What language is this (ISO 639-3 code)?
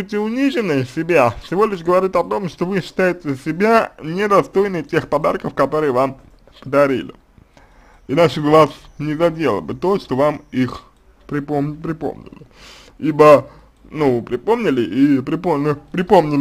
rus